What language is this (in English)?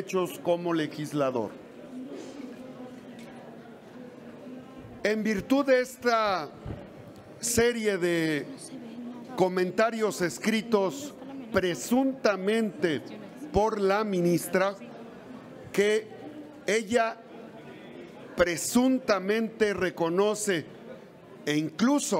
Spanish